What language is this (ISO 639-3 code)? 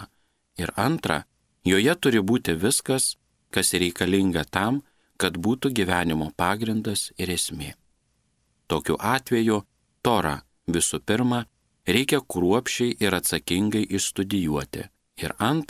lit